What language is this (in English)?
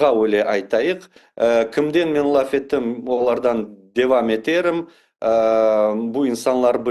Crimean Tatar